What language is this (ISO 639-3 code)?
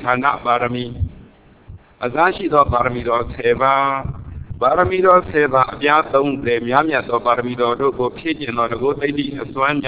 mya